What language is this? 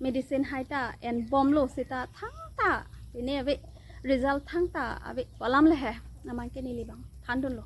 Karbi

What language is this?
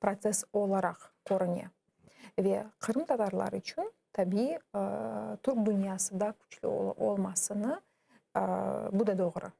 Crimean Tatar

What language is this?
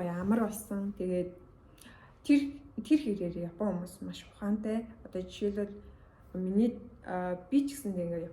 Mongolian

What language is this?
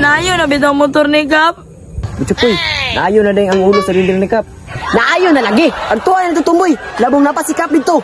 Cebuano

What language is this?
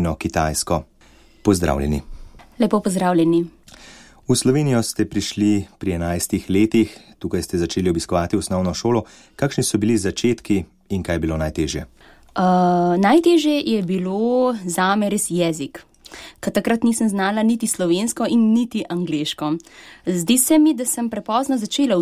Slovenian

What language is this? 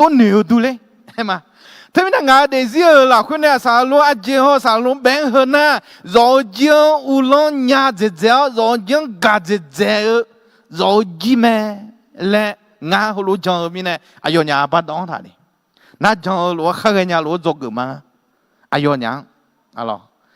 Akha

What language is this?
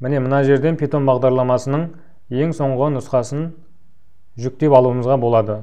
Kazakh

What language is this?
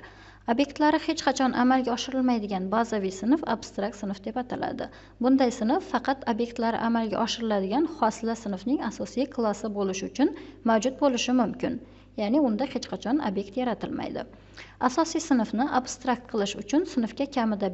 Uzbek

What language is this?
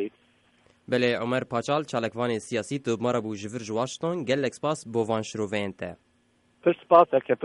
Kurdish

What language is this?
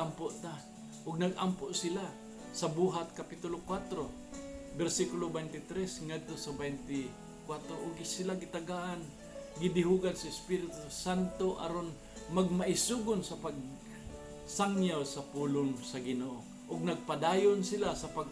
Cebuano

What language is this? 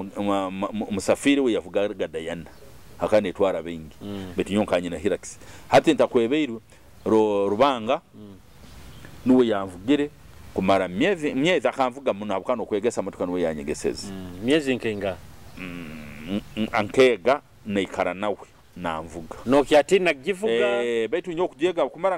Nyoro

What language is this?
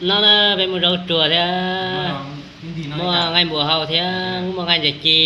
Hmong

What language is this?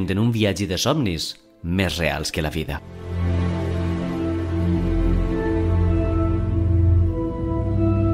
Catalan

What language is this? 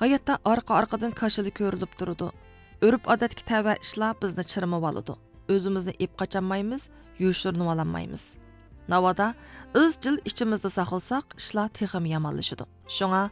Uyghur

